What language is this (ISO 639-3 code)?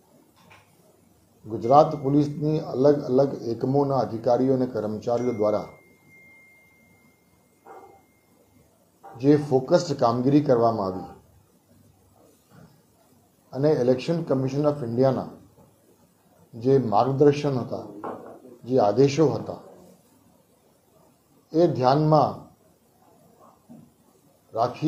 guj